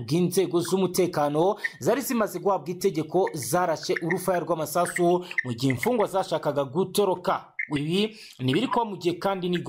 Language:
Kinyarwanda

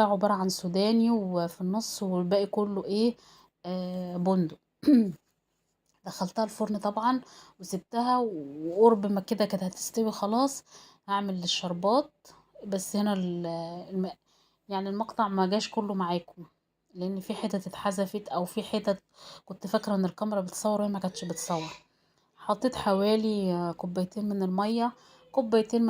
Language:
Egyptian Arabic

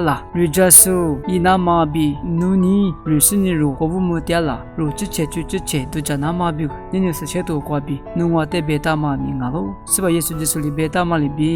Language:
Lisu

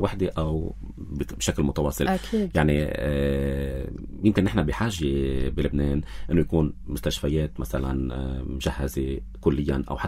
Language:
North Levantine Arabic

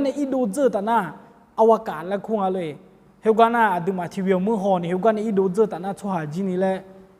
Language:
Akha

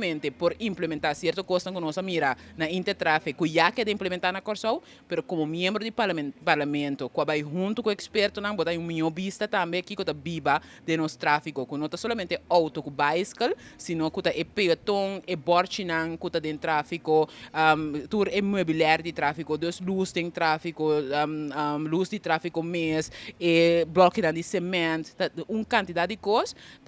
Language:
Papiamento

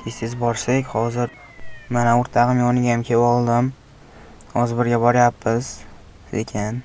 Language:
Uzbek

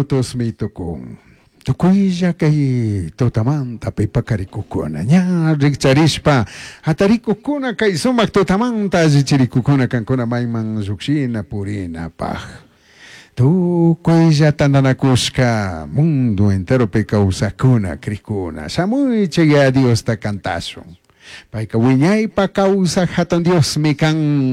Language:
Chimborazo Highland Quichua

